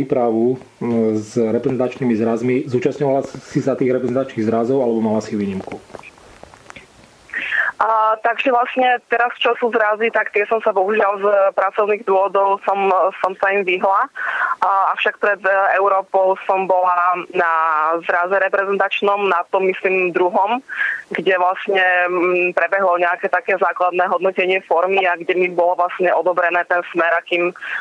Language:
Slovak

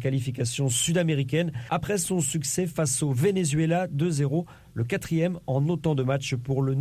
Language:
French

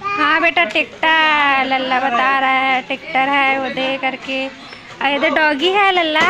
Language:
Chhattisgarhi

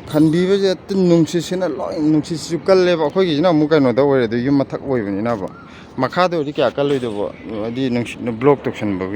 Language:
Manipuri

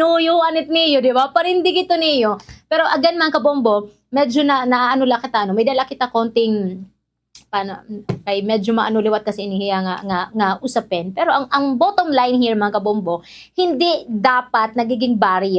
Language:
Waray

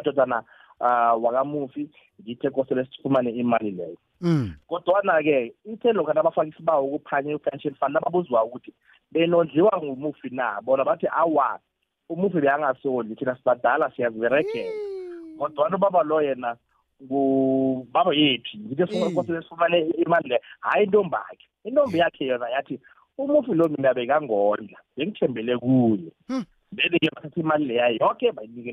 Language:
South Ndebele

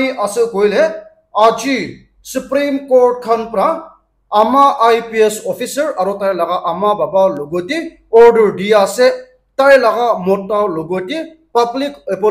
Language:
Naga Pidgin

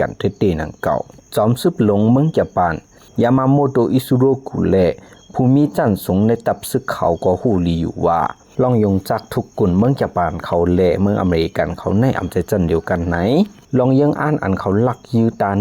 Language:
Shan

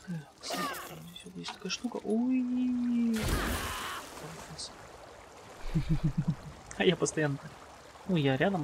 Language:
Russian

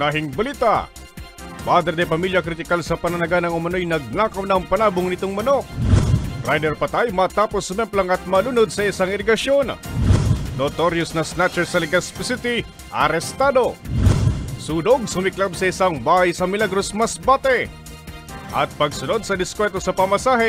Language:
Bikol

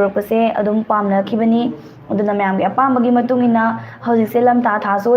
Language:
Manipuri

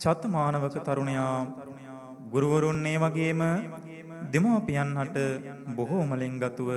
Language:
Sinhala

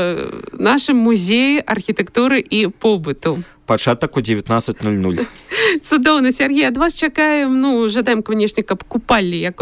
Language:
Belarusian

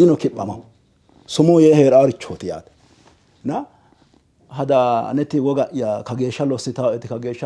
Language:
Sidamo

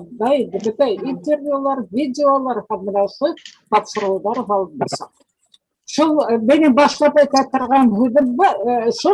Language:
Bashkir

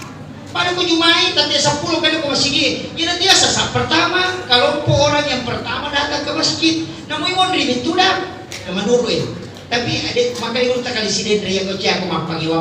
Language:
Buginese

